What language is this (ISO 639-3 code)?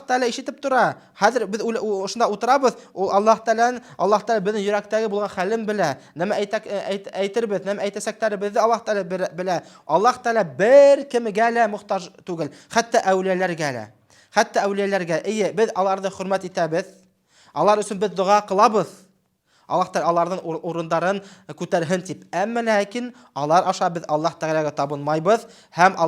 bak